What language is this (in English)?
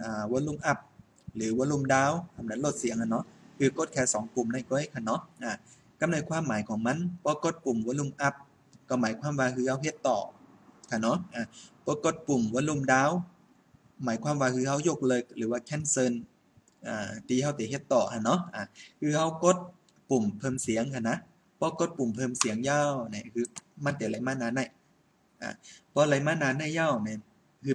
Shan